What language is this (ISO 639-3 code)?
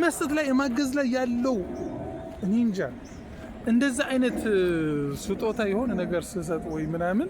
amh